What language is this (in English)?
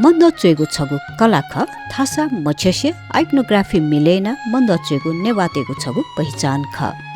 Newari